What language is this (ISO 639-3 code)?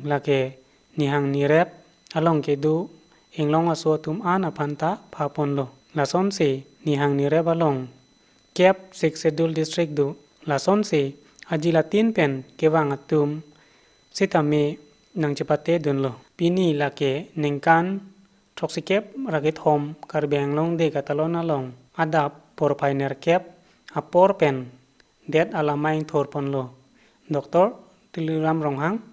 mjw